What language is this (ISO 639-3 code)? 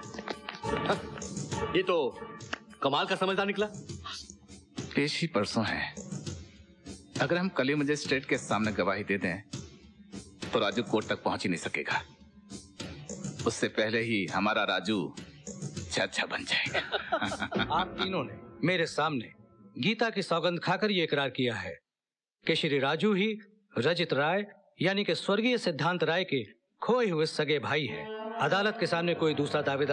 hin